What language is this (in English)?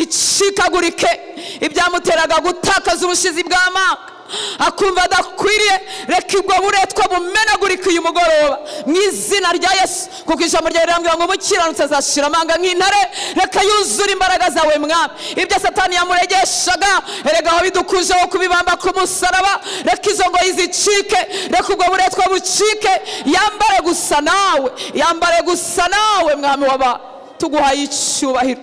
Kinyarwanda